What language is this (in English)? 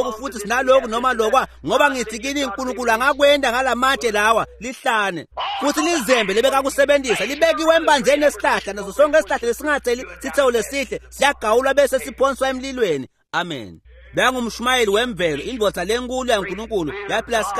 Swati